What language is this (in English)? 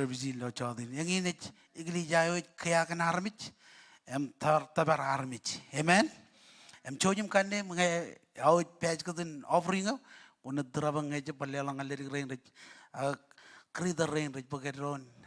Marshallese